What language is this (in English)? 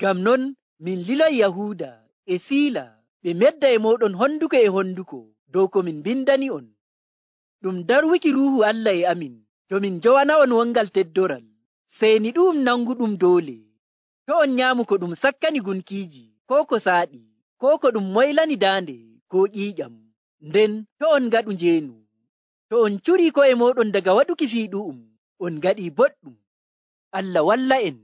Nigerian Fulfulde